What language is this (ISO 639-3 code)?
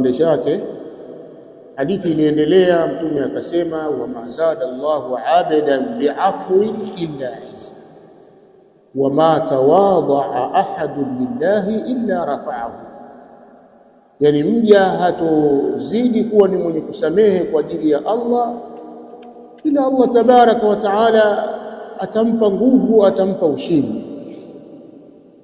swa